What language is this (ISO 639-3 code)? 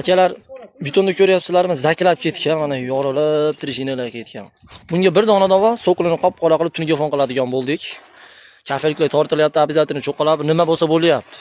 uzb